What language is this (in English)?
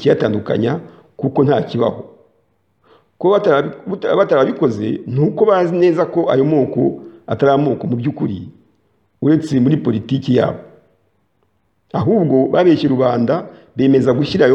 Kinyarwanda